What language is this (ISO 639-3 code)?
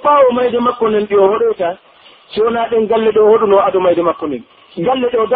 fuf